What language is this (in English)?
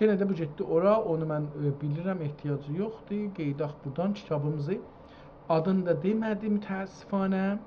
South Azerbaijani